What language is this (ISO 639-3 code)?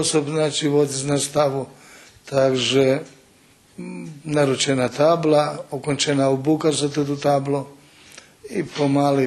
rue